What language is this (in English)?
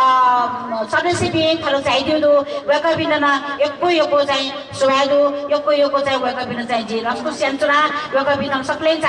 Newari